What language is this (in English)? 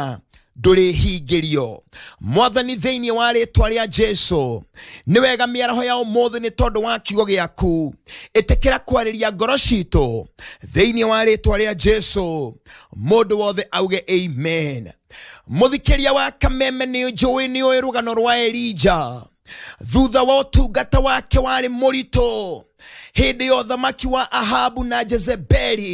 Kikuyu